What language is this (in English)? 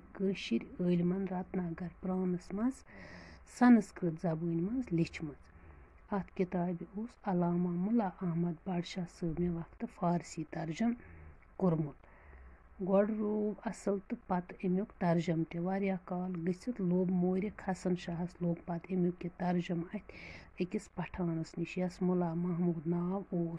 Kashmiri